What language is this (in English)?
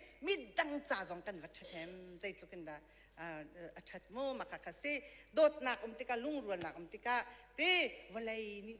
Hakha Chin